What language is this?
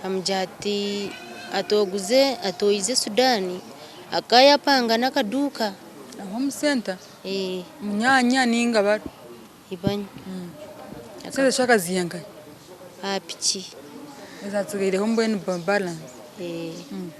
Nyankole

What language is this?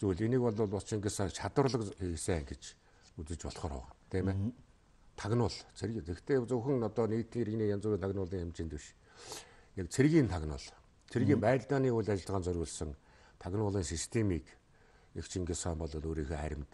Mongolian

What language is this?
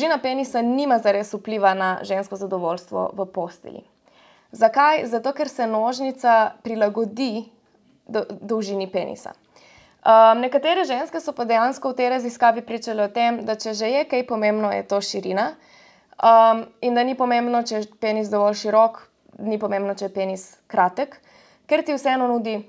Slovenian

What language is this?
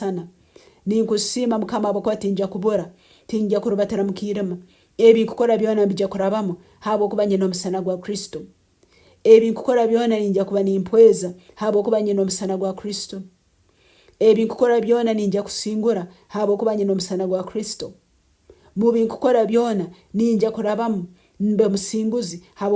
Nyankole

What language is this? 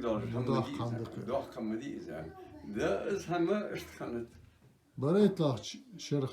Ingush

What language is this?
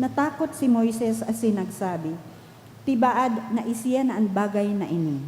Bikol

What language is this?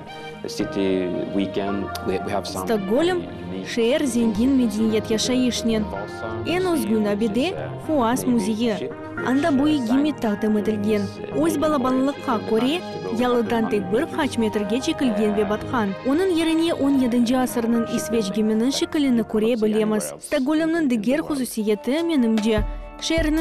Crimean Tatar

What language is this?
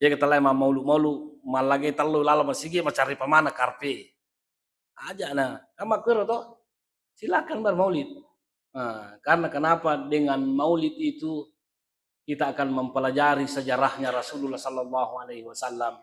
Buginese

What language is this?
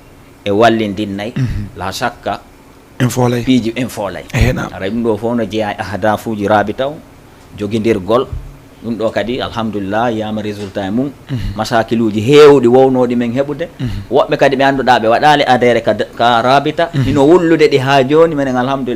Fula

